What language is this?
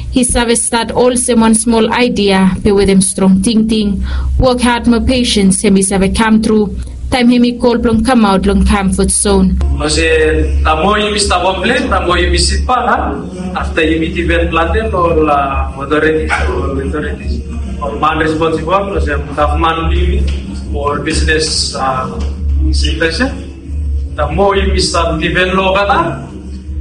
Bislama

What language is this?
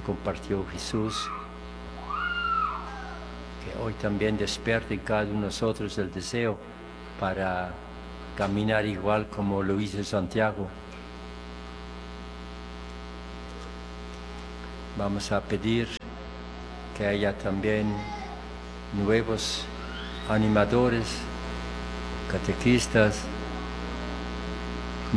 Spanish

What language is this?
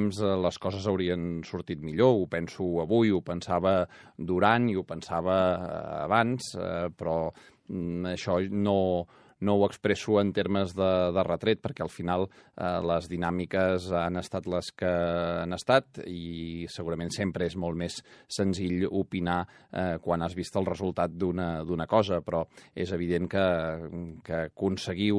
Catalan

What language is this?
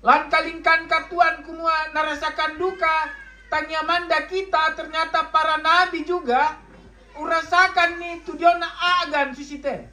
Toraja-Sa'dan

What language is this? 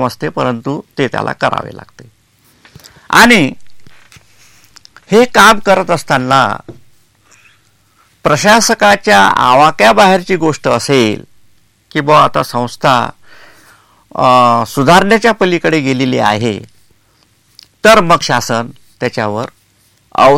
Marathi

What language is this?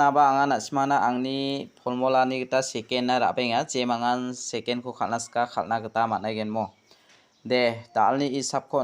Garo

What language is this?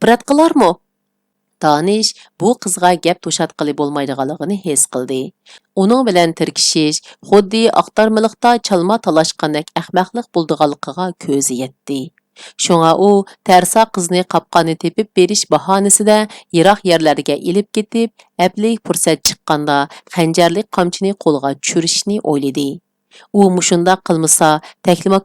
Uyghur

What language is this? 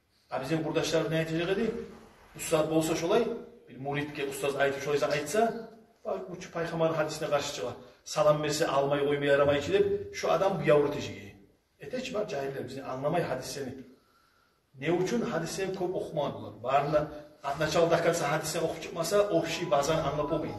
Kumyk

